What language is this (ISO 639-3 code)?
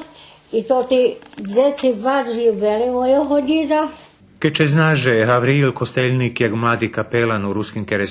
rue